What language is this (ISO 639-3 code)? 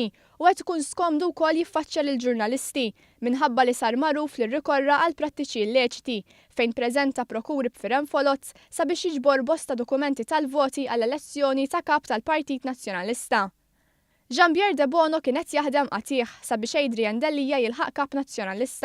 mlt